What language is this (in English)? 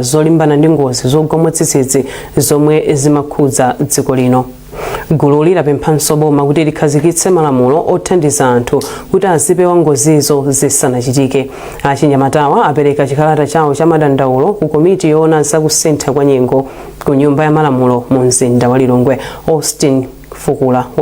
Nyanja